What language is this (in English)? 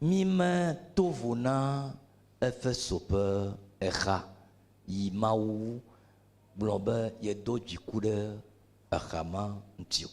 Ewe